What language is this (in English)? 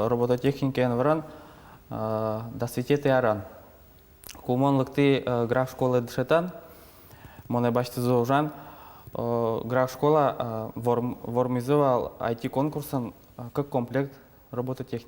Udmurt